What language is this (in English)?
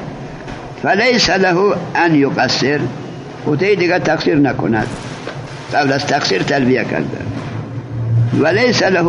Persian